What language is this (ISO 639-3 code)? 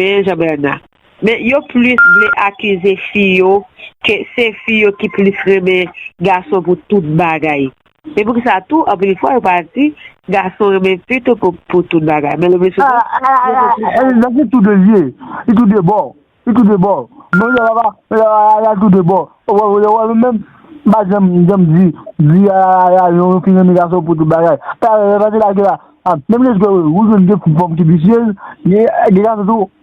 hat